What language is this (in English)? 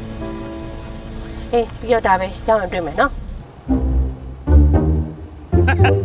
Burmese